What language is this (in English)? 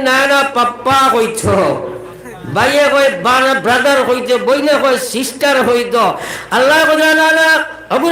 Sylheti